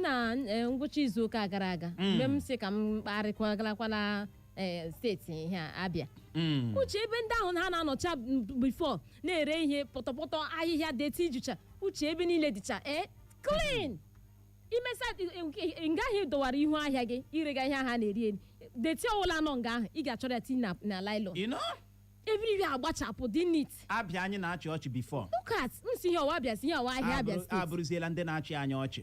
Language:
Igbo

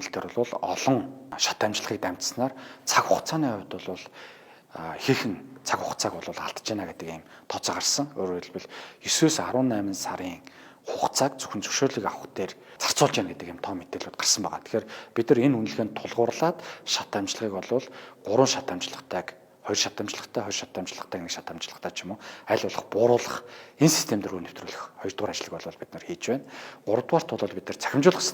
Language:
Mongolian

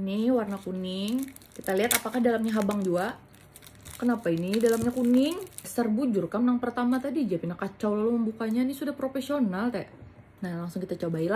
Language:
Banjar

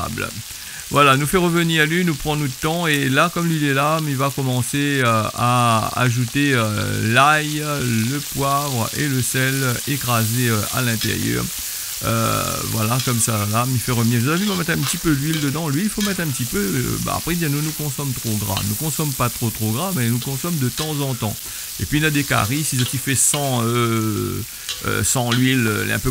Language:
Réunion Creole French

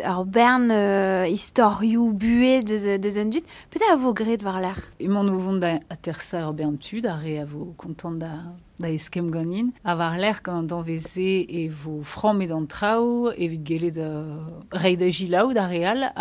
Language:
Breton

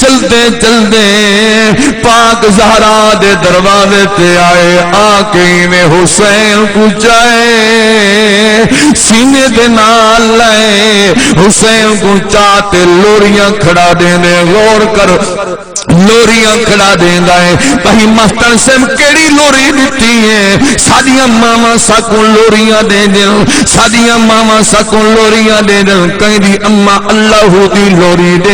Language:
Saraiki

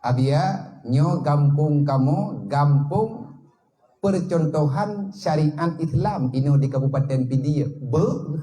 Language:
Achinese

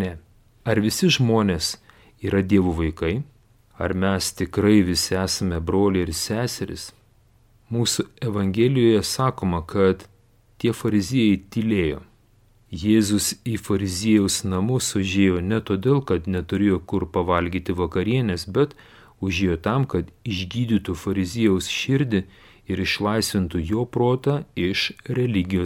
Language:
Lithuanian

